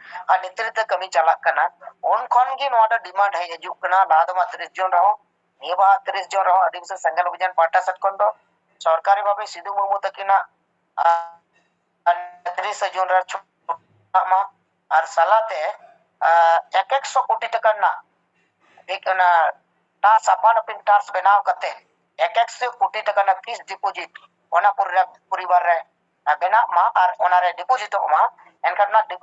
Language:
Santali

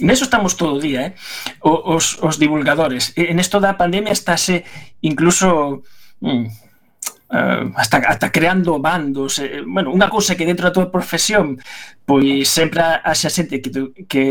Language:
Galician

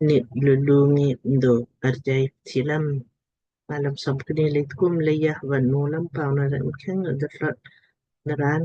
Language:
Lamkang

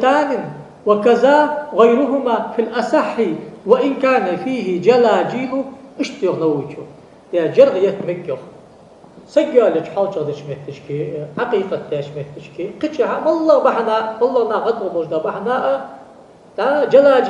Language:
Ingush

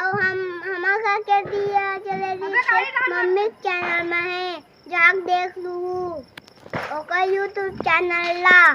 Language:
Chhattisgarhi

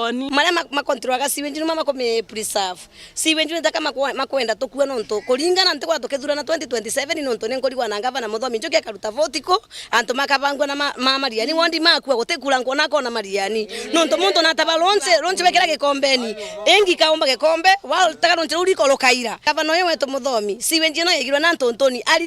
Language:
Meru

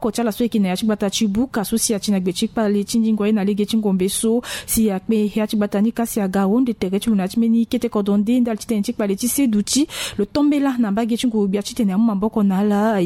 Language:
Sango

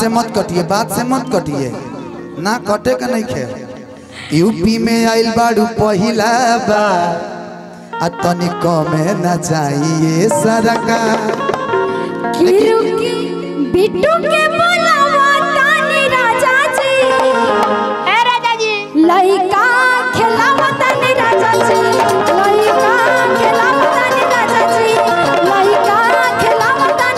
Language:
Bhojpuri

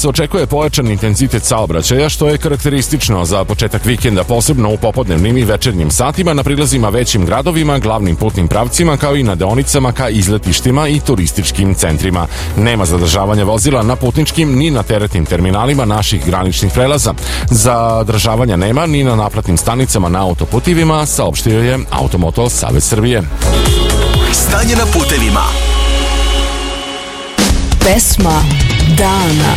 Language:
Serbian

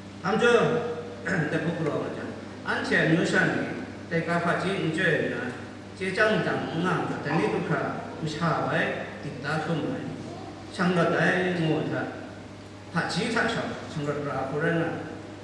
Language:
Kachin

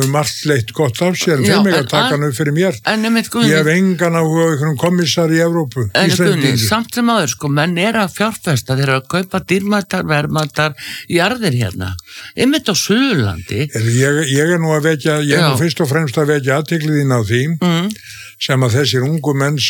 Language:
Icelandic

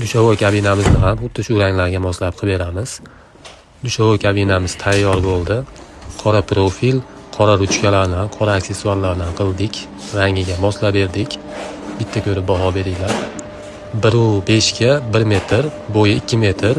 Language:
Uzbek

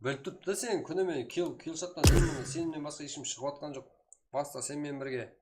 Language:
Kara-Kalpak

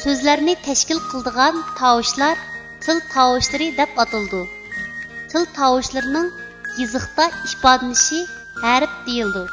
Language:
Uyghur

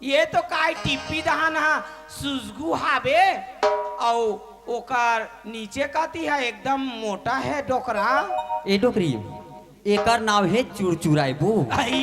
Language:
Chhattisgarhi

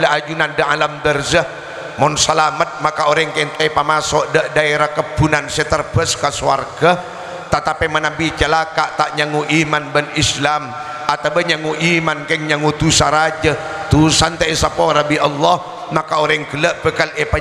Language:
Madurese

